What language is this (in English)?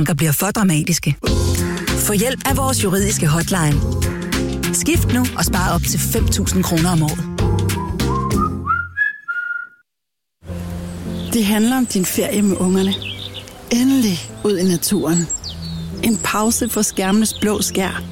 Danish